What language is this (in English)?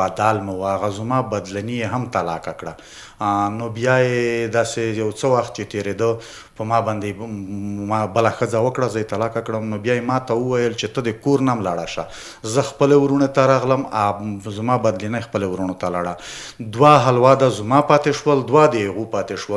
Pashto